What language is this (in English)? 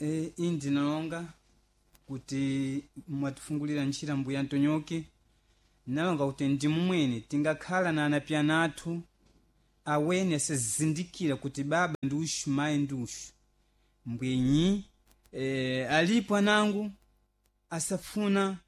Sena